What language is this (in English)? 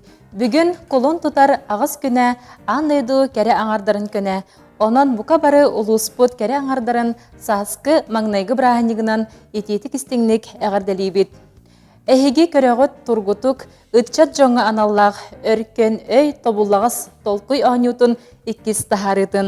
Yakut